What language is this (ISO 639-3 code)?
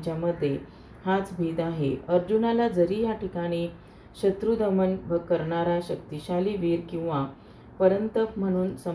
mar